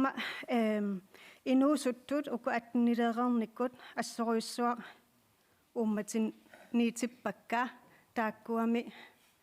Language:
Kalaallisut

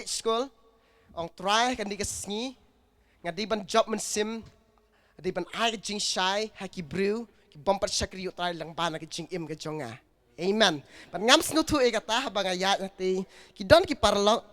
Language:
Khasi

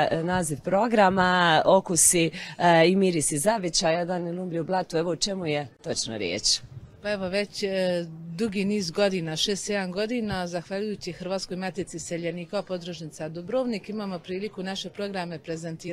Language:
Croatian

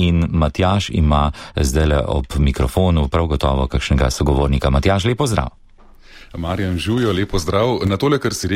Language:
Slovenian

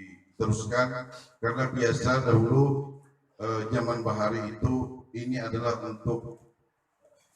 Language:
Banjar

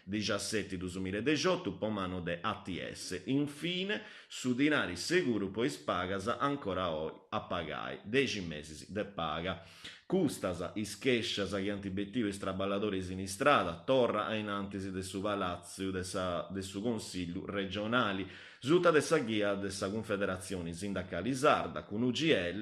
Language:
Sardinian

